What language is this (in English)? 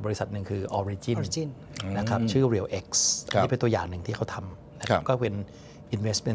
Thai